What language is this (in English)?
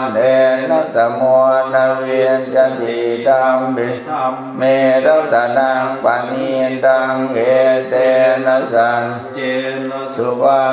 Pali